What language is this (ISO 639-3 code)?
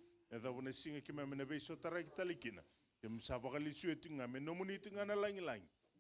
fij